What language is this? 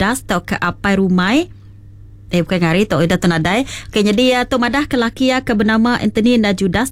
Iban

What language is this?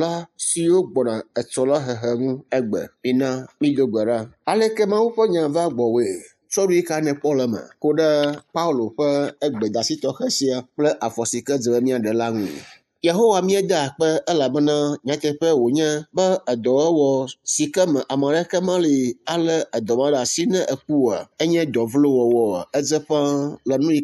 Ewe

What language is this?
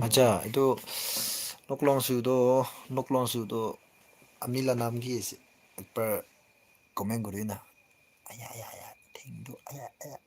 Naga Pidgin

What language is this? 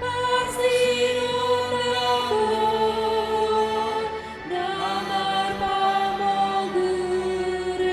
Batak Toba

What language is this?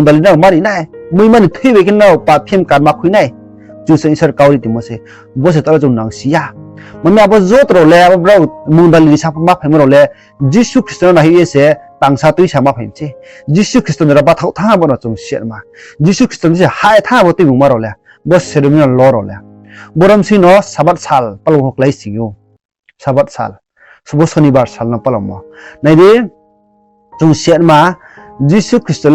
Riang (India)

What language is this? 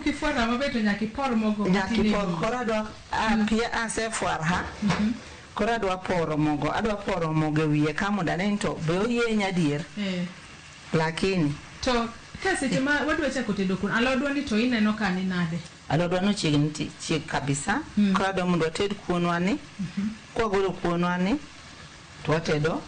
Luo (Kenya and Tanzania)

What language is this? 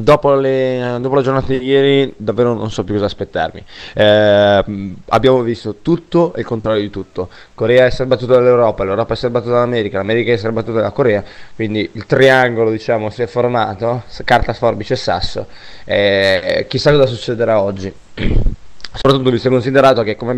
Italian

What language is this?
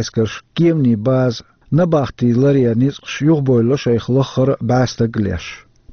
Chechen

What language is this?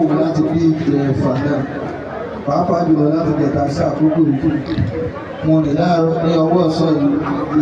Yoruba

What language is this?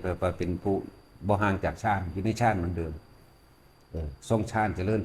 Northeastern Thai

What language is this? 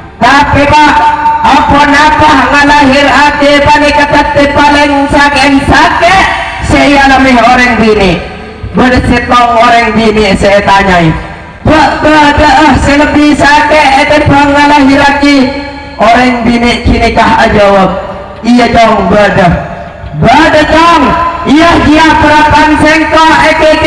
Madurese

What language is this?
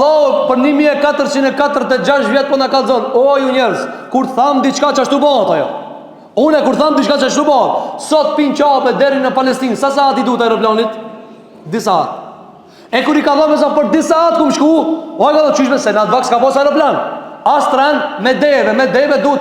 Albanian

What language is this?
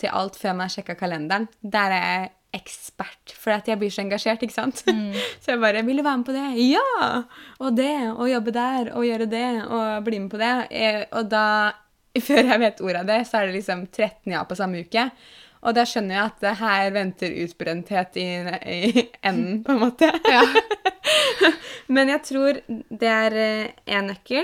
Norwegian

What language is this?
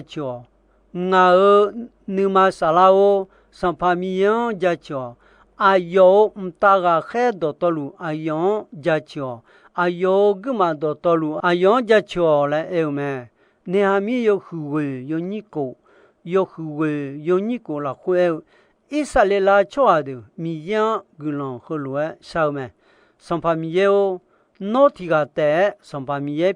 Akha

